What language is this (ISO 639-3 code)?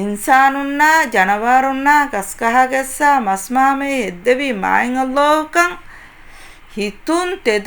div